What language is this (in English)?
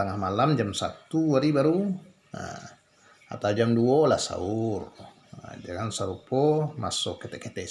Minangkabau